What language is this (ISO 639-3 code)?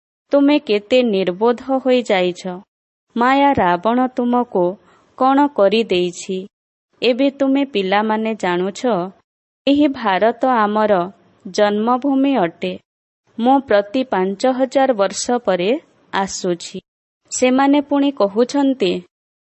ori